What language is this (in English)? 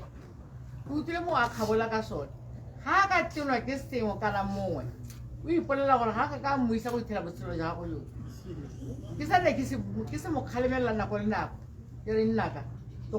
Tswana